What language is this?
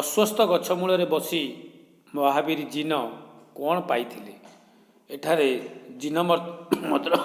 Odia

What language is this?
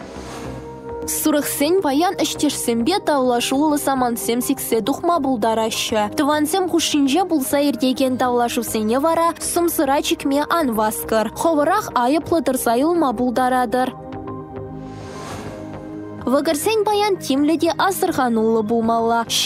Chuvash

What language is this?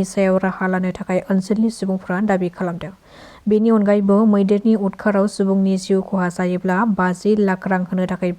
Bodo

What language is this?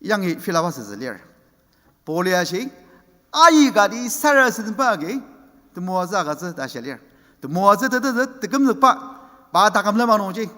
Ao Naga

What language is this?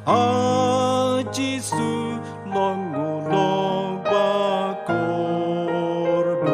Khasi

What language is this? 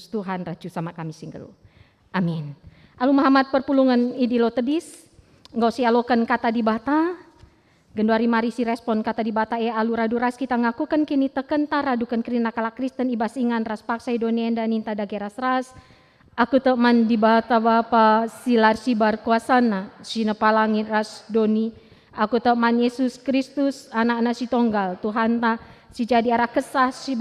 Batak Karo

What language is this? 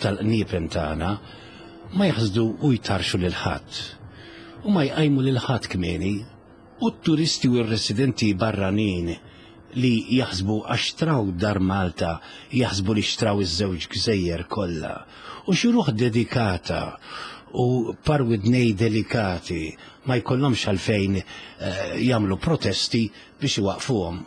Maltese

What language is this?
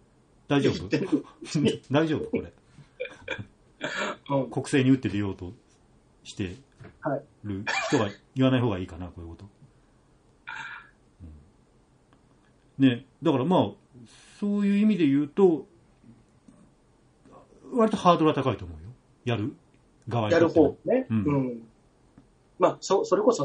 Japanese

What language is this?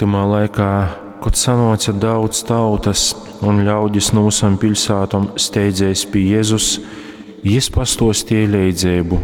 Latgalian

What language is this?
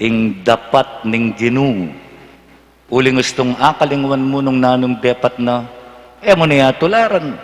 Pampanga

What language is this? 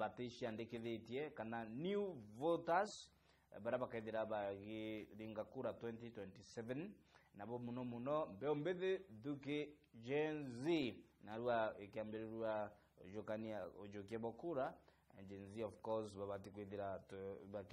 Meru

